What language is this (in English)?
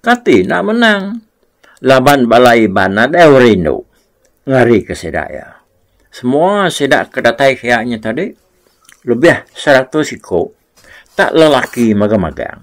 Iban